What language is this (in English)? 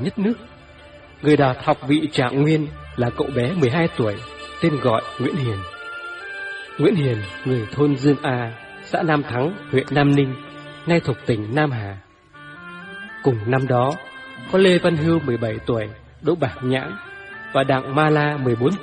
Vietnamese